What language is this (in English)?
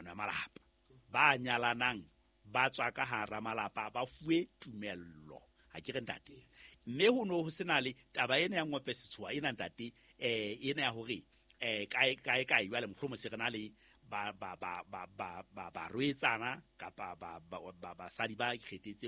Southern Sotho